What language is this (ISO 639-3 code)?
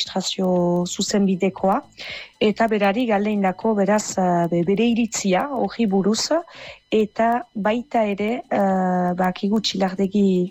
eus